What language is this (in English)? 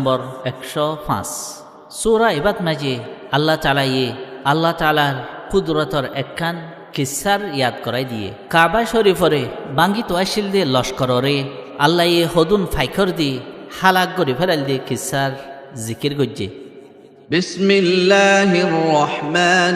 Rohingya